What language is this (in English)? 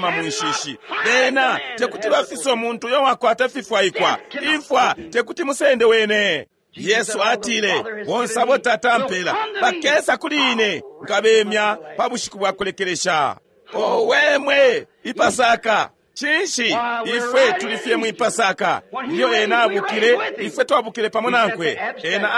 Bemba